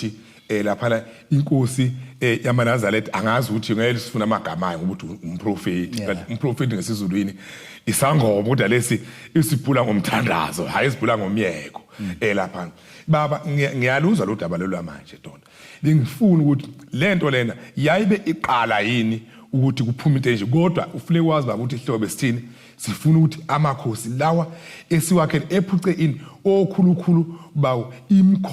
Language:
Zulu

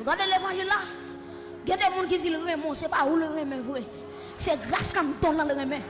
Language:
Haitian Creole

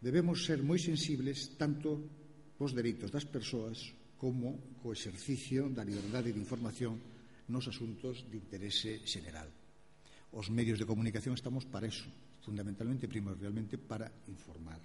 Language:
Galician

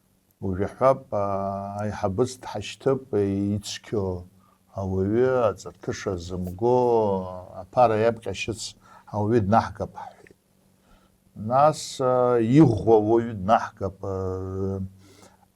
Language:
Abkhazian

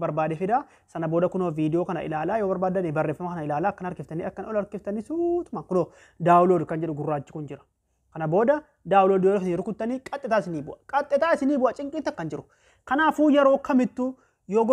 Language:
Oromo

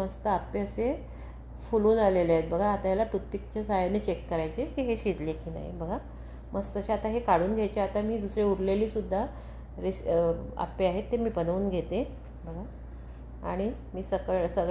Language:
Marathi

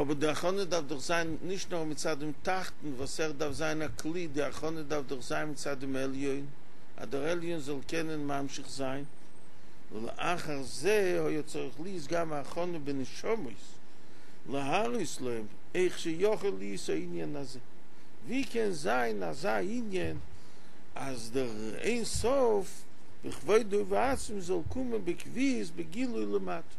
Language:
Yiddish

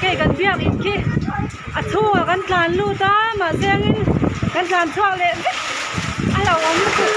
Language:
Mizo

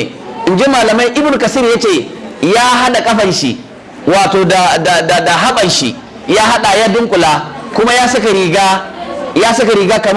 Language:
Hausa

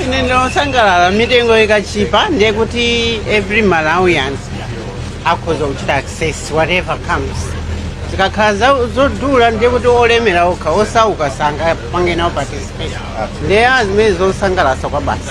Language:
Nyanja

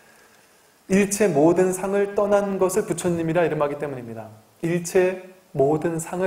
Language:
Korean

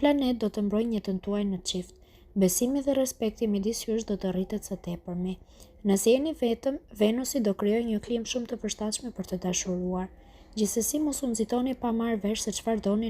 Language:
Albanian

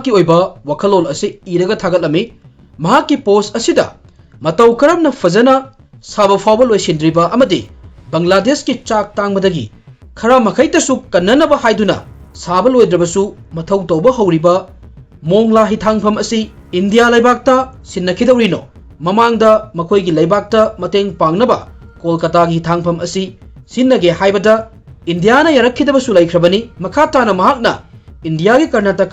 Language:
Manipuri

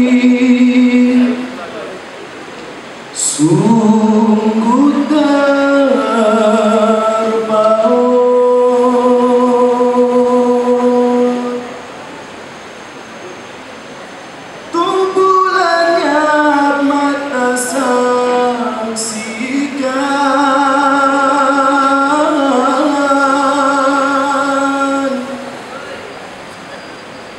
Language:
Malay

